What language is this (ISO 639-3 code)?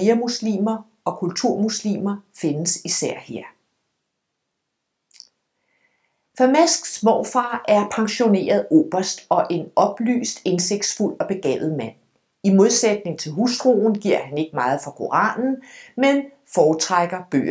dan